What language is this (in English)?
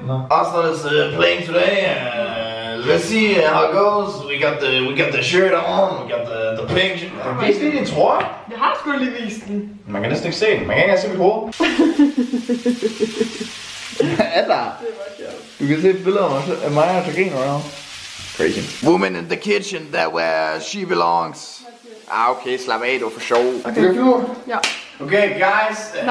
Danish